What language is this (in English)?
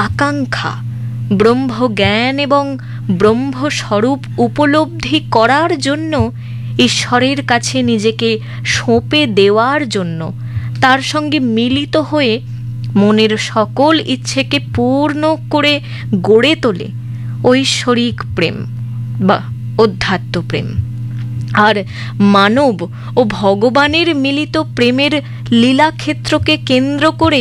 Bangla